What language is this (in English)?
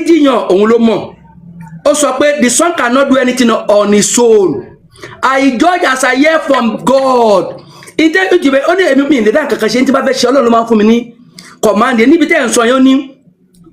Yoruba